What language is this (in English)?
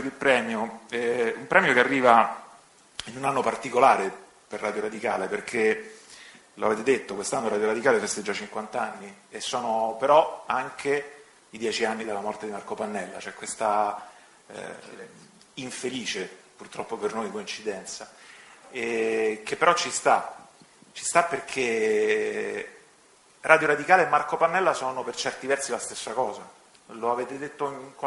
Italian